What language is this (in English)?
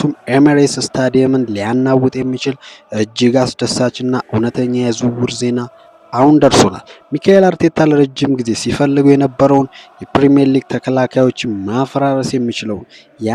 Amharic